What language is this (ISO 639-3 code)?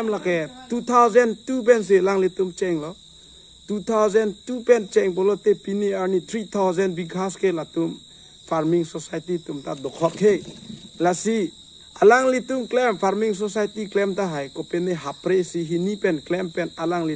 mjw